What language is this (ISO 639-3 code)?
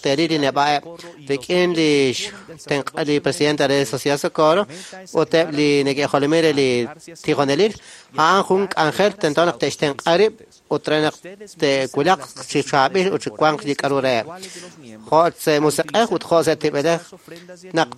kek